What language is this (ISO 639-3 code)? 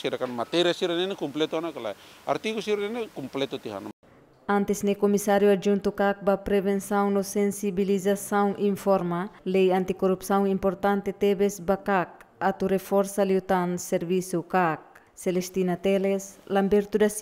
tet